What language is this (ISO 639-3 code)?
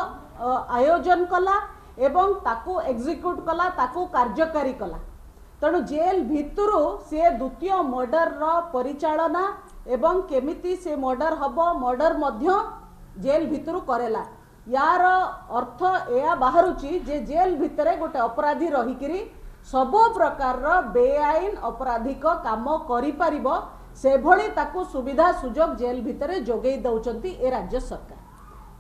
ori